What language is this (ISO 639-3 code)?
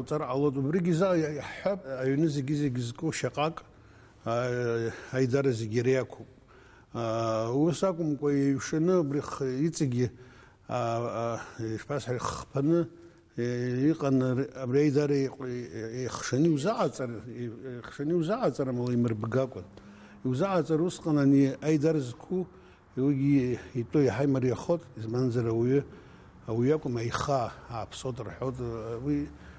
abk